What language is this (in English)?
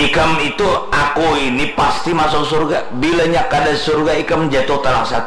Banjar